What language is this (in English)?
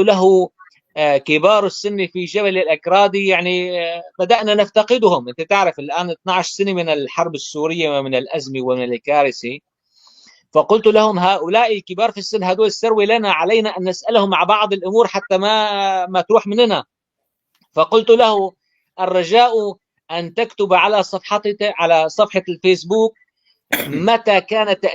North Levantine Arabic